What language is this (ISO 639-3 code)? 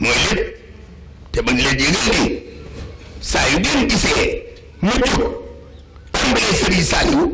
wol